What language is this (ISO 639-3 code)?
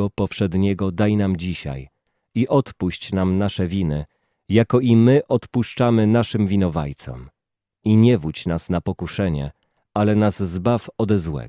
pol